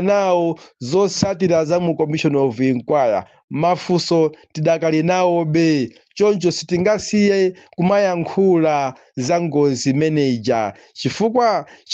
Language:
Nyanja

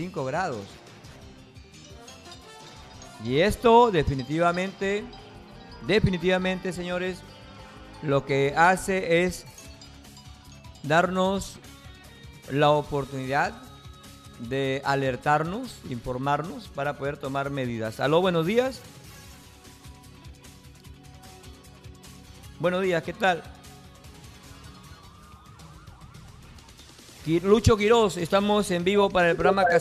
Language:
Spanish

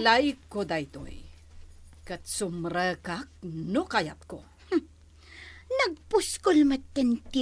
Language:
Iloko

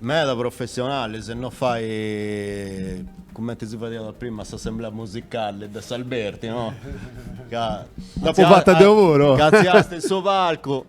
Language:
Sardinian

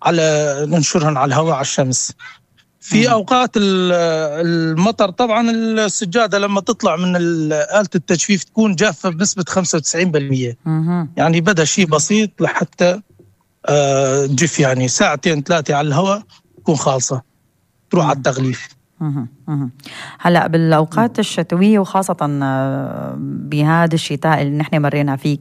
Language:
North Levantine Arabic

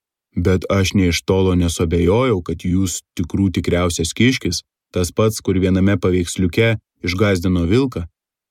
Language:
Lithuanian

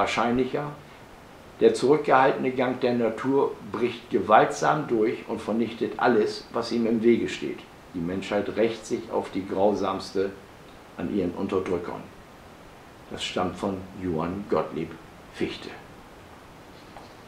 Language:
German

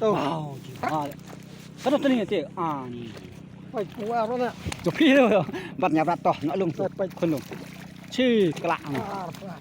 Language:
Khasi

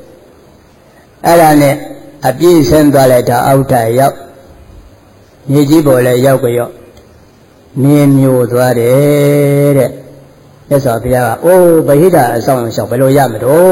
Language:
Burmese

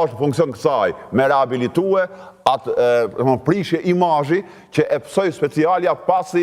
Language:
Albanian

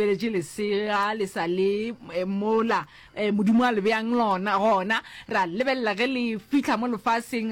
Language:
Northern Sotho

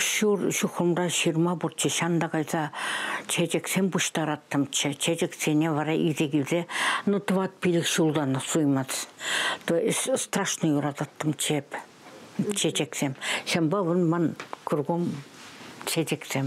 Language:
Chuvash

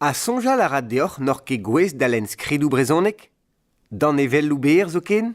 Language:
Breton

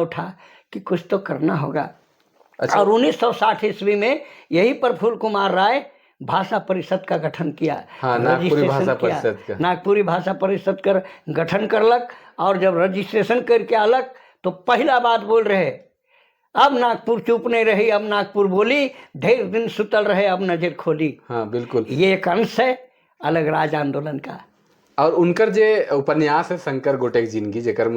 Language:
Sadri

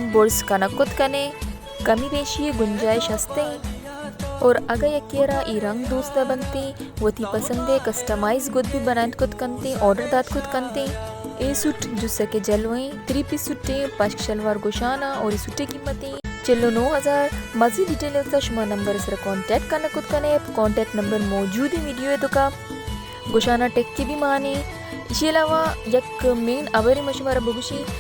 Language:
Baluchi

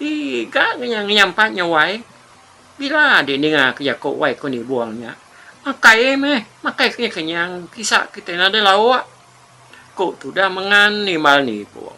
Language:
Iban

